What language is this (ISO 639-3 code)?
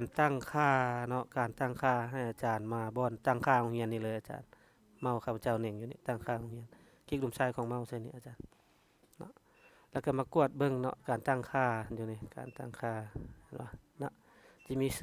lao